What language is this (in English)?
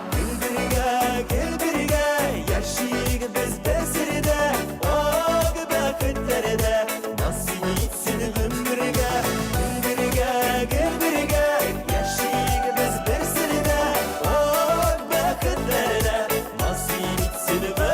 Bashkir